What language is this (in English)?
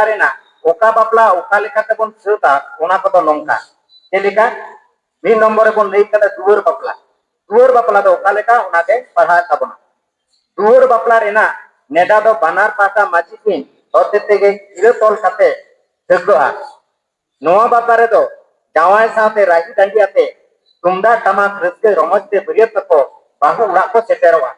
Santali